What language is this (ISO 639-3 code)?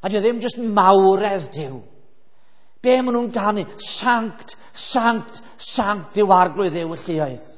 cym